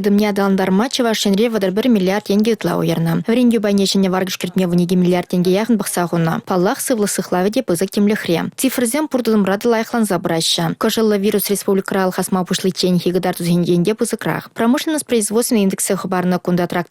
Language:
Chuvash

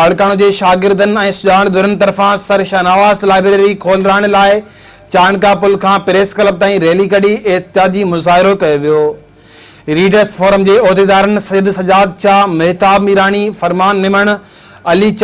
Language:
Sindhi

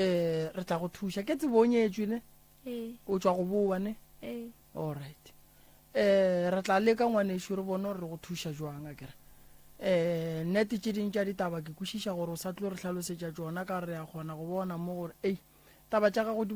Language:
Northern Sotho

